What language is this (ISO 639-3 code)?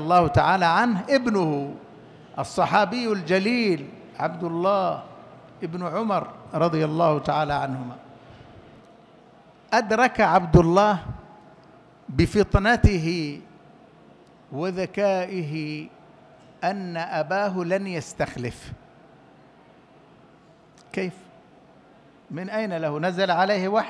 ara